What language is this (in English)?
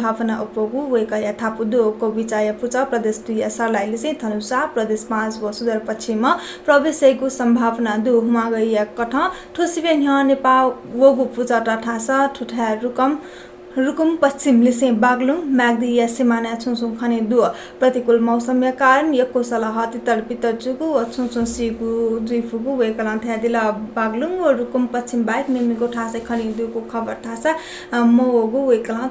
Newari